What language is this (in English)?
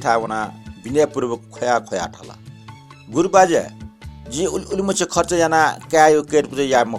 Newari